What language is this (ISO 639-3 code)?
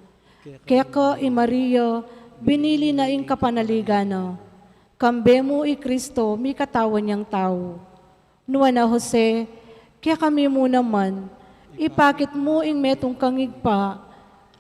pam